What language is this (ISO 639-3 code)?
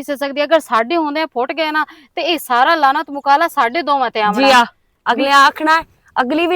lah